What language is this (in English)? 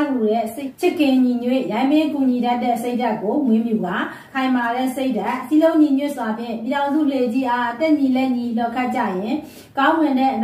Burmese